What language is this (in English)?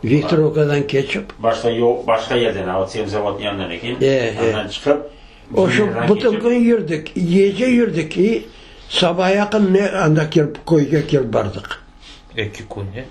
Crimean Tatar